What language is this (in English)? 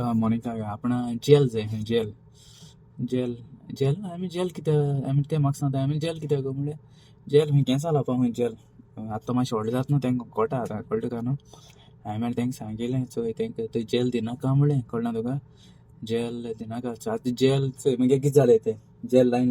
Konkani